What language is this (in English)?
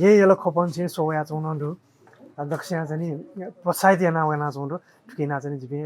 Newari